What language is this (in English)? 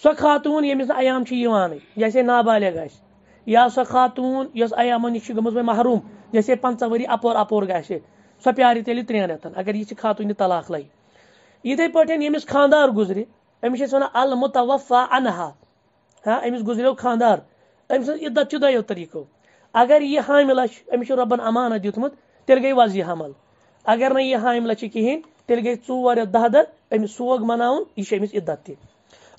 Kashmiri